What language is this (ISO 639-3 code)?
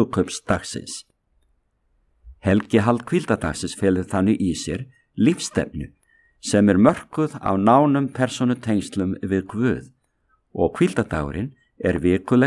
isl